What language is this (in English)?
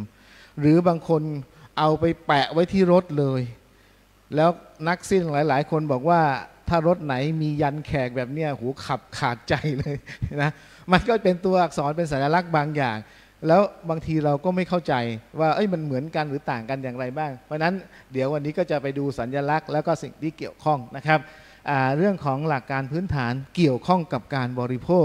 Thai